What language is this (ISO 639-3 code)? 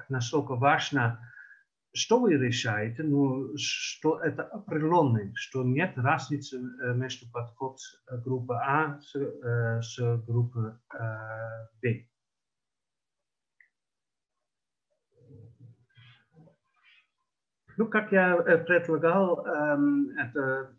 rus